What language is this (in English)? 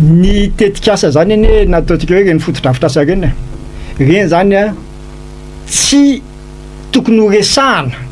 Malagasy